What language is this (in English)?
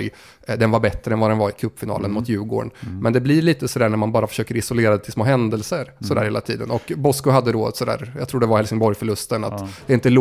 Swedish